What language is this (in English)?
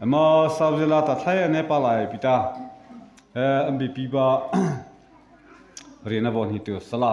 Mara Chin